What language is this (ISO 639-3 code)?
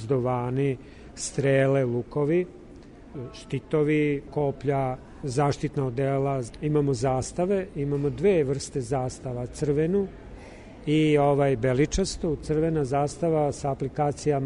srp